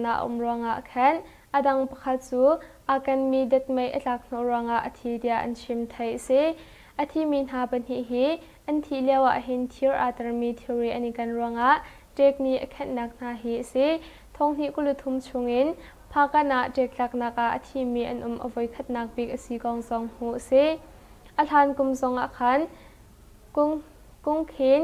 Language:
Hakha Chin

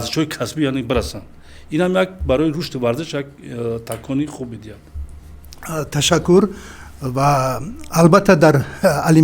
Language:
Tajik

